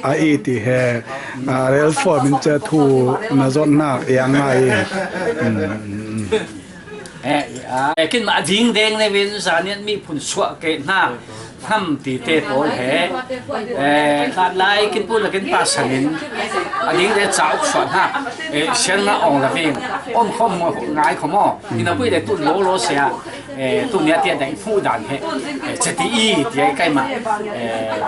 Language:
Falam Chin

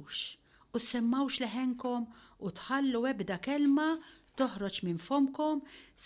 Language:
Maltese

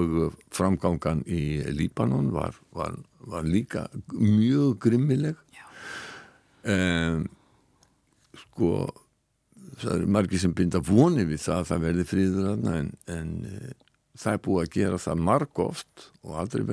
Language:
Icelandic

